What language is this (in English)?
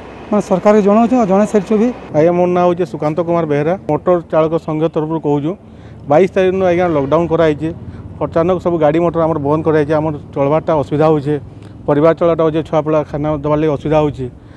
Odia